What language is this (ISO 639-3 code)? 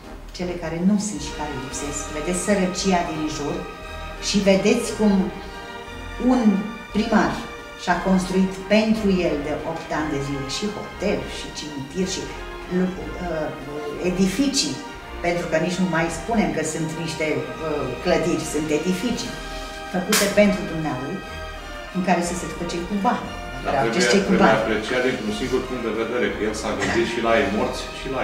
ron